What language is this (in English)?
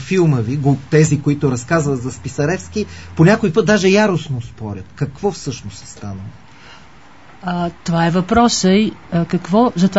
Bulgarian